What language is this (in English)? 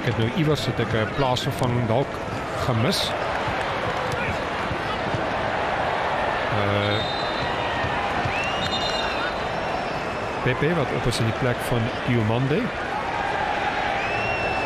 Afrikaans